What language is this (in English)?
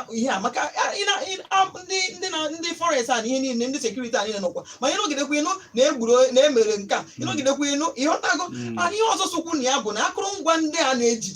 Igbo